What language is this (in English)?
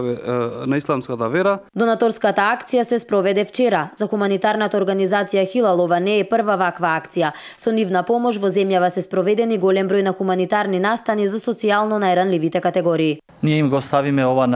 Macedonian